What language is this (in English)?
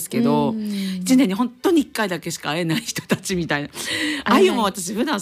Japanese